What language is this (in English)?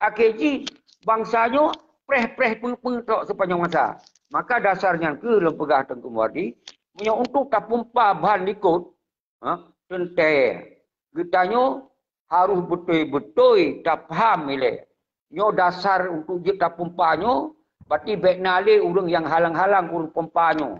Achinese